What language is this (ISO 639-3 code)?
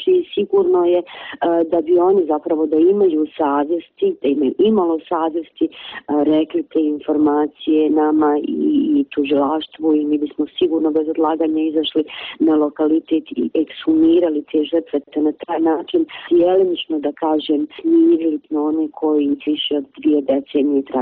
bos